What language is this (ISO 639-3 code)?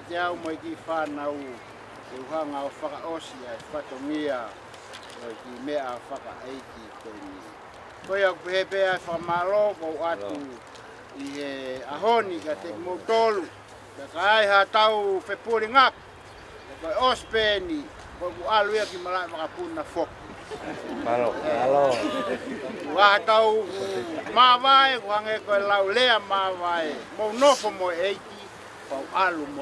ton